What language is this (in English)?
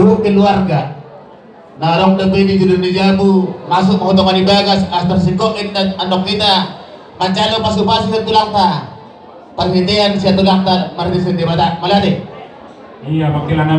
Batak Toba